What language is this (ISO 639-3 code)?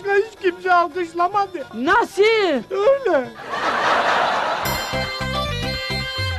tur